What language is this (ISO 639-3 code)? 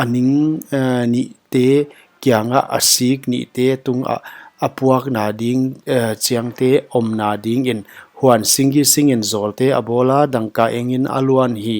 pck